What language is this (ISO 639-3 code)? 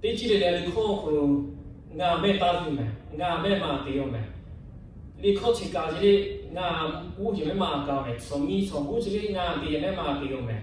lhu